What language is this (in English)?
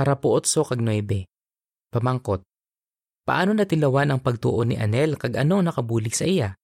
Hiligaynon